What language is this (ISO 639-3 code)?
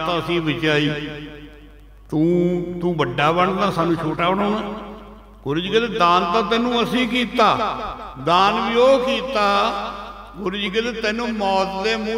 pan